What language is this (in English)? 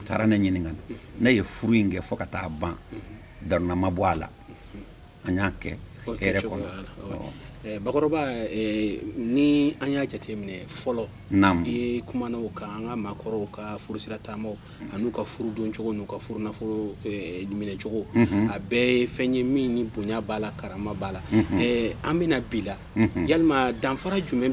Bambara